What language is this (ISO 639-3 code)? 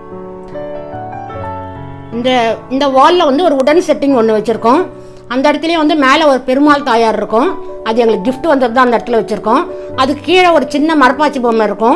tam